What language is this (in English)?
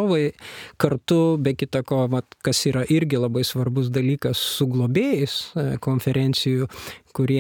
Lithuanian